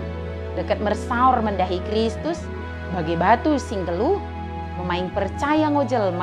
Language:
Batak Dairi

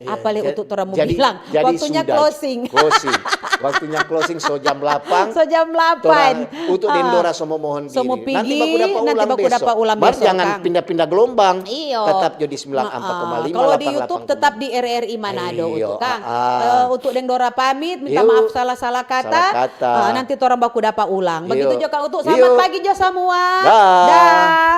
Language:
Manado Malay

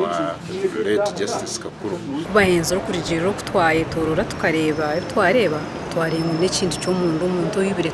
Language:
Nyankole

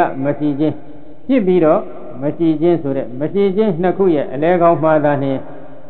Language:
Burmese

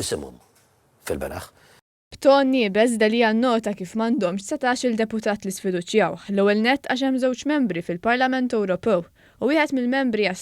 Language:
Maltese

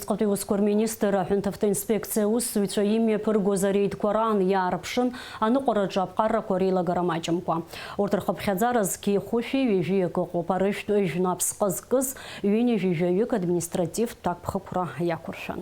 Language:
Abkhazian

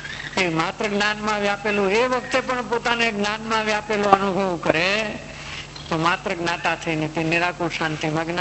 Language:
Gujarati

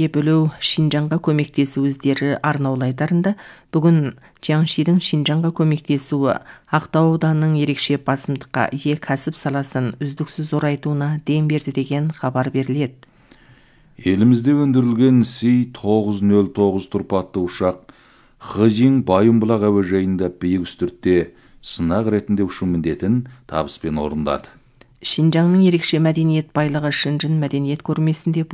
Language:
Kazakh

